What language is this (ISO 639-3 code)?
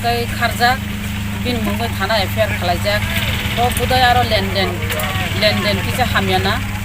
trp